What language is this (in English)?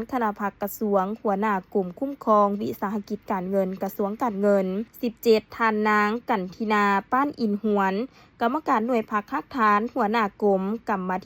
Lao